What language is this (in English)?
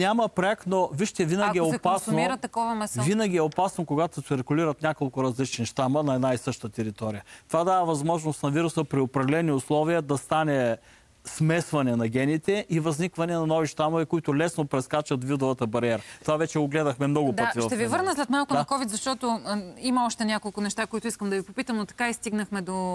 Bulgarian